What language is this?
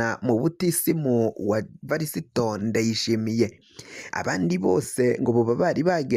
Rundi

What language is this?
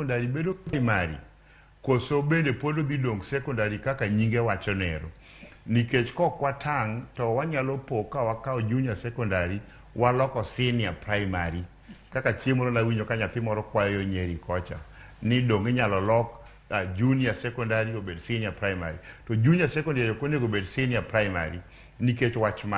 Luo (Kenya and Tanzania)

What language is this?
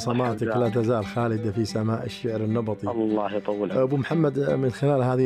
Najdi Arabic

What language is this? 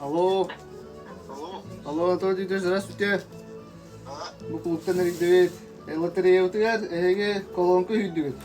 Yakut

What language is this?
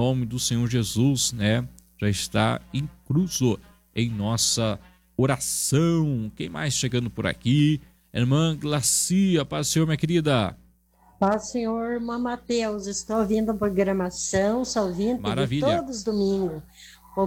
Portuguese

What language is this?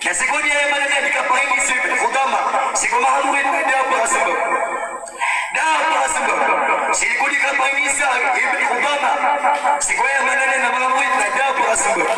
Maranao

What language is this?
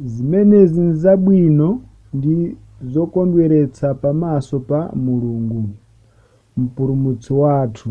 Nyanja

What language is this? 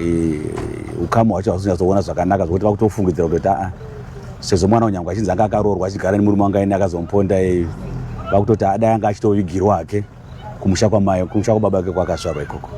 Shona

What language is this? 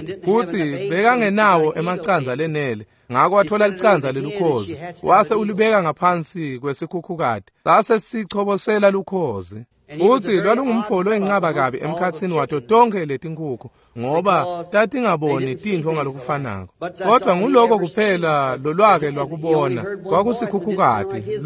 Swati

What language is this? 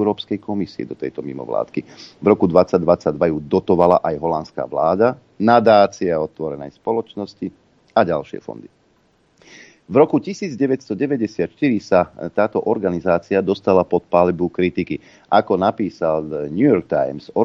Slovak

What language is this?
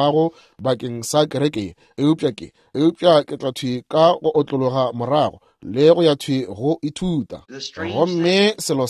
Northern Sotho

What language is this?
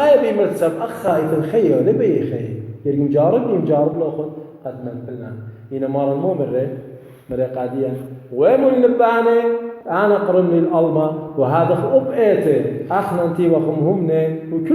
Assyrian Neo-Aramaic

